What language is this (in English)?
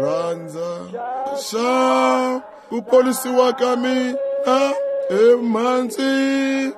Tsonga